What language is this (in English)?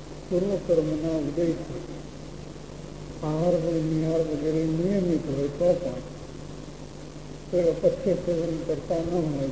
Gujarati